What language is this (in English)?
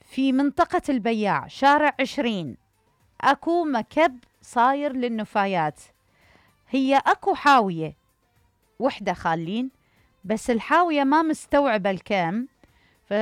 Mesopotamian Arabic